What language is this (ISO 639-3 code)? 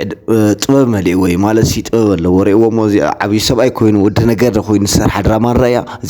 tir